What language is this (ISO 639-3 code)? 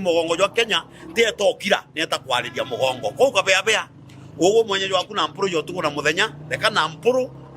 mer